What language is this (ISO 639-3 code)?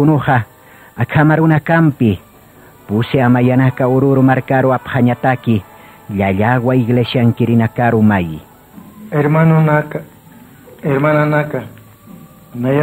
aym